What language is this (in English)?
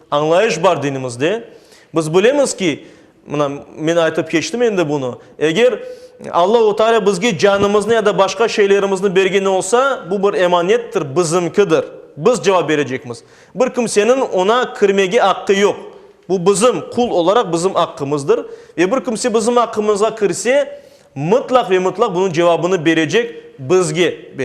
Crimean Tatar